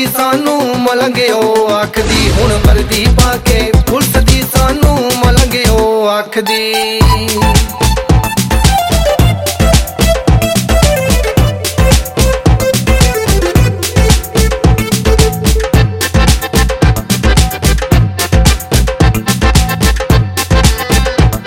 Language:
Punjabi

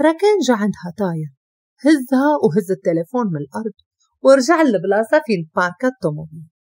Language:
Moroccan Arabic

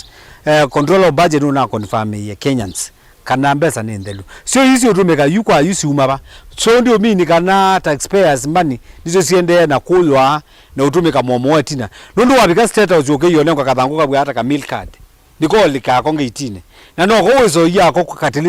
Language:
Kamba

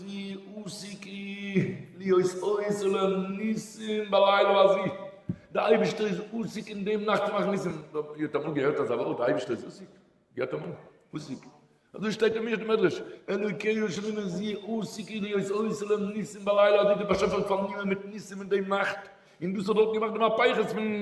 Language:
Yiddish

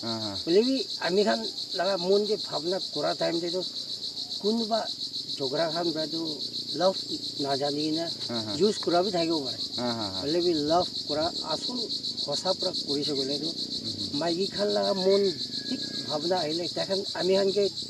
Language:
Naga Pidgin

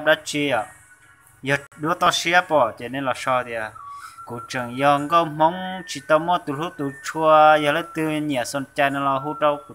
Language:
Hmong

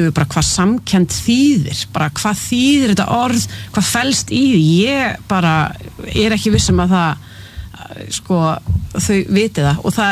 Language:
Icelandic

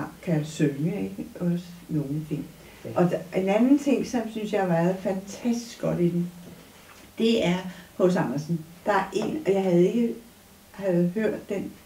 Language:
Danish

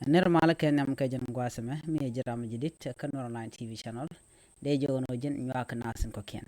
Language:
Nuer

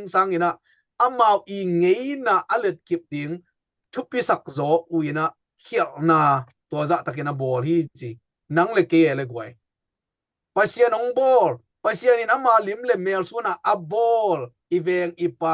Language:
Tedim Chin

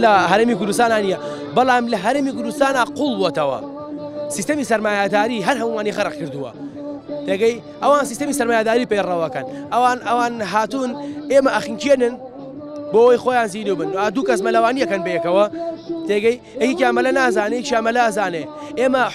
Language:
Central Kurdish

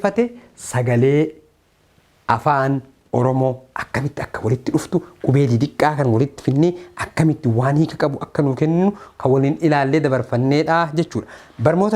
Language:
Oromo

